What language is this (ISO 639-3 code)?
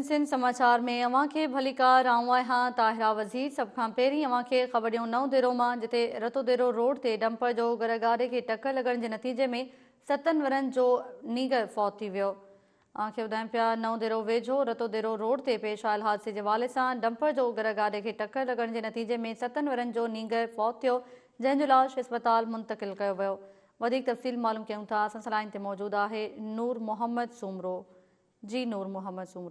snd